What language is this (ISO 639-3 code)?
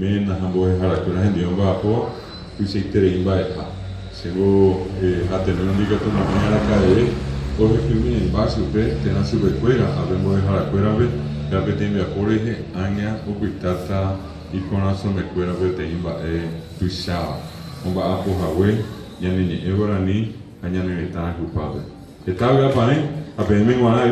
grn